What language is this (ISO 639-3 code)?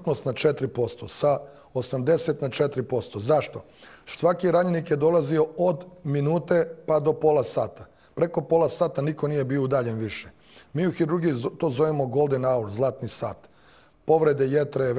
srp